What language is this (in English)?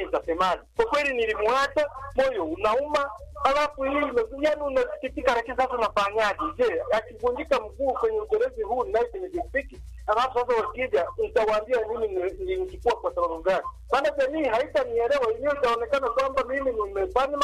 Swahili